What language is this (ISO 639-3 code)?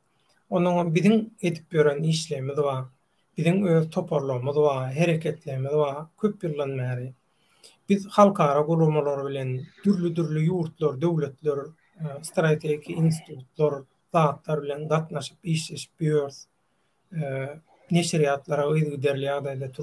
tuk